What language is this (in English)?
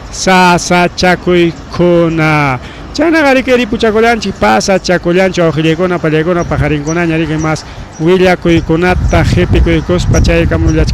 Ayacucho Quechua